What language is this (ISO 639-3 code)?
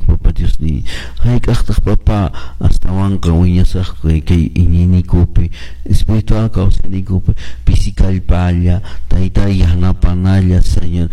que